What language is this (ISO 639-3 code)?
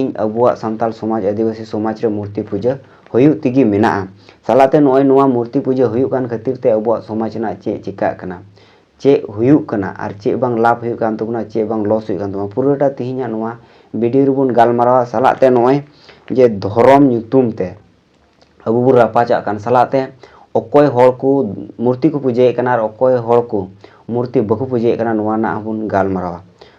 sat